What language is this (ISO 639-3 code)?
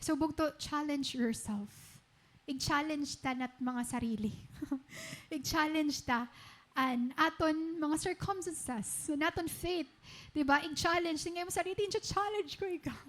war